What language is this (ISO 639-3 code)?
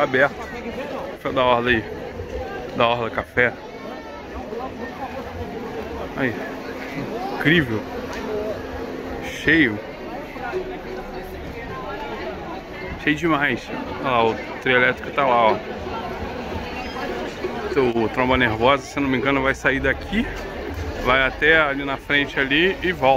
por